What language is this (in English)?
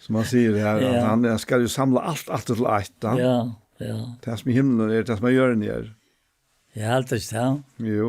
Faroese